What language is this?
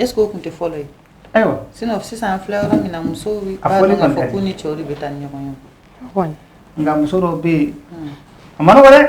Bambara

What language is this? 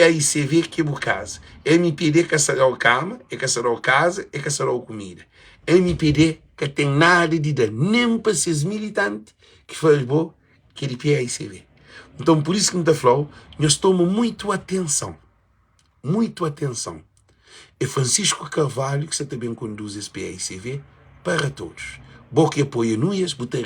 Kabuverdianu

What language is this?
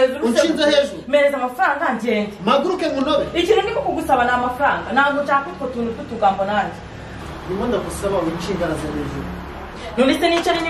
Kinyarwanda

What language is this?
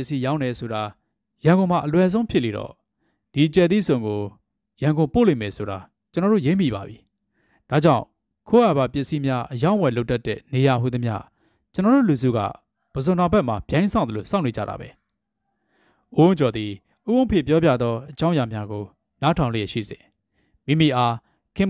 Burmese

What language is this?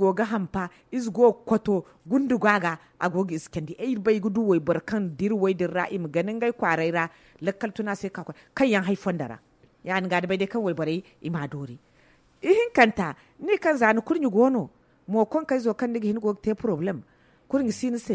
Zarma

